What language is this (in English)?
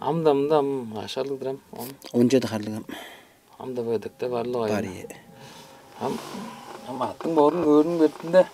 Tuvinian